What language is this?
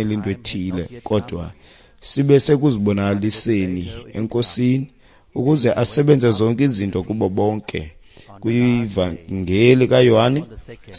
Xhosa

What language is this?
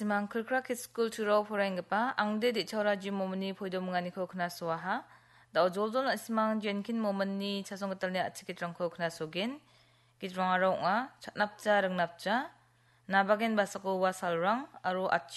Garo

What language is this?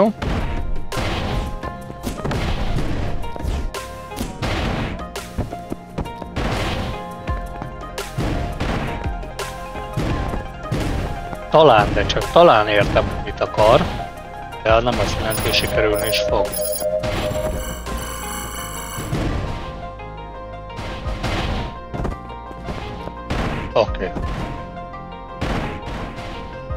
Hungarian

